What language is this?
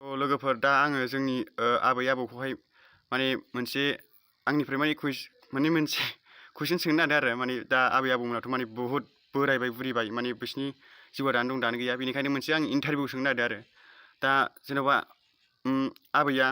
Bodo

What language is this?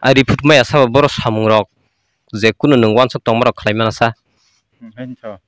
Kok Borok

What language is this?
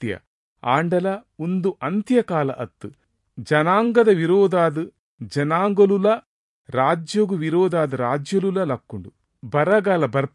Tulu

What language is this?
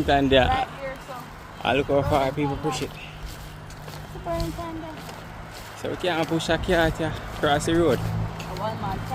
Jamaican Creole English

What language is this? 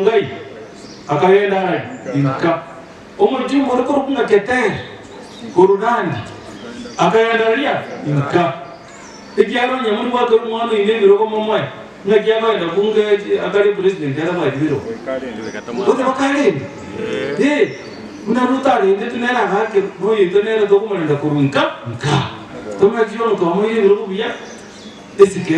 Gusii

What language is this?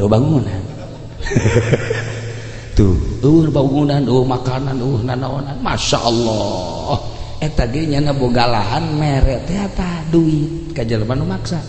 Sundanese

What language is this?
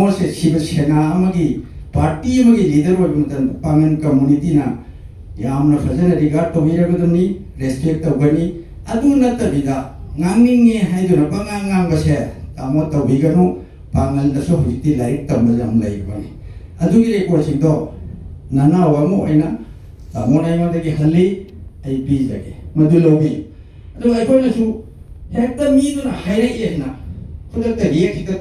Manipuri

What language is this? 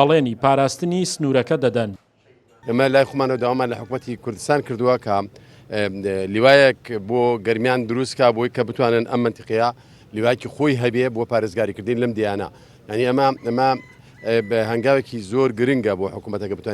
Central Kurdish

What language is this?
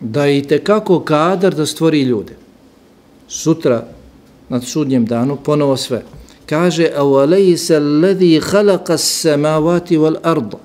Bosnian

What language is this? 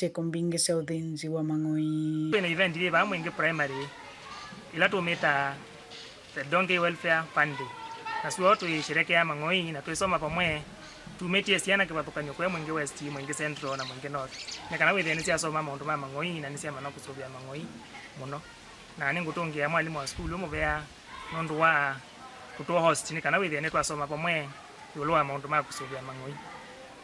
Kamba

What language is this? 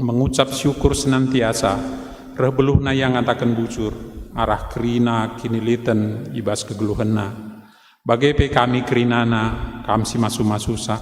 Batak Karo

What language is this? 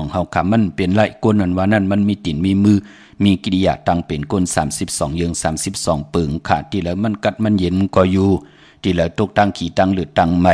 Shan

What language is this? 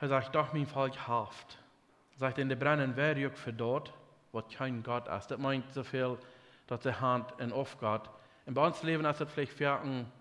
Plautdietsch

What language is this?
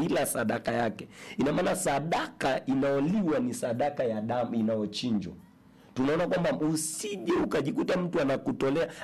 Swahili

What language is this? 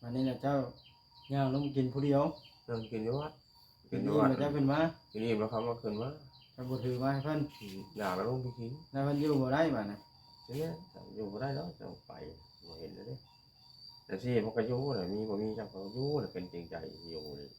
Northeastern Thai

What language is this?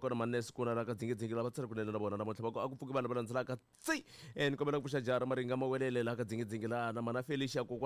Tsonga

